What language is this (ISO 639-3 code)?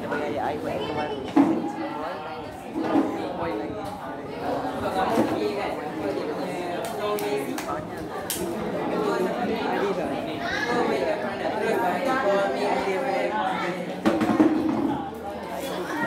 msa